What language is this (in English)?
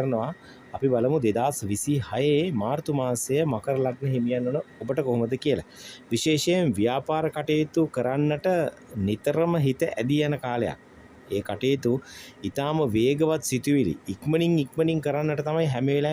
Sinhala